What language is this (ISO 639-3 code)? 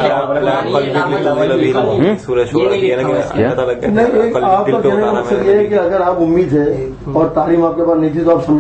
urd